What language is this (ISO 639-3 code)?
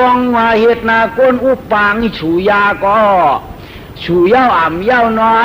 shn